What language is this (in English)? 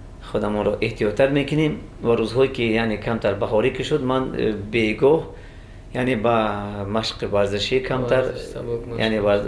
Tajik